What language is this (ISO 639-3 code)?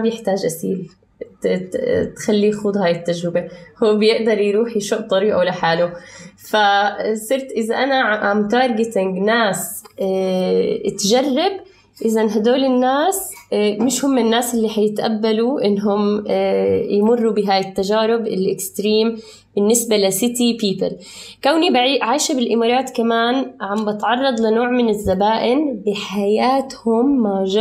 apc